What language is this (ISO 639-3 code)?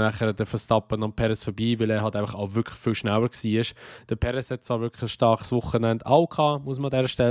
gsw